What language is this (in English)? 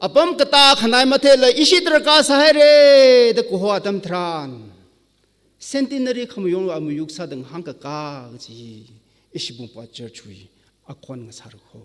Tangkhul Naga (India)